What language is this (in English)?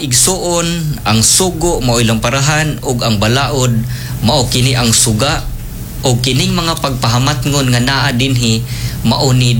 Cebuano